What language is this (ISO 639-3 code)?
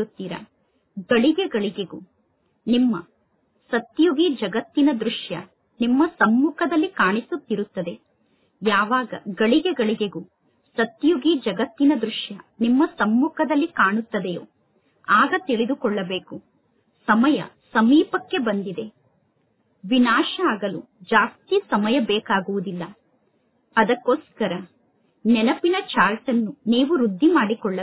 kan